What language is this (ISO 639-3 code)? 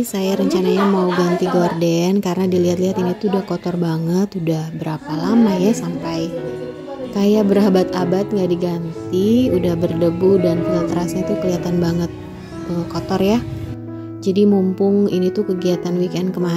ind